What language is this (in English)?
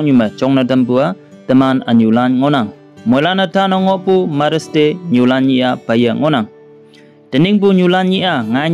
Konyak Naga